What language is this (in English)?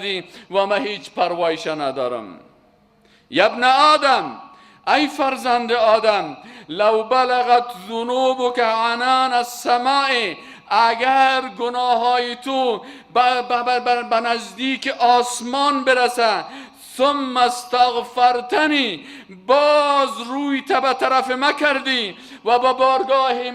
Persian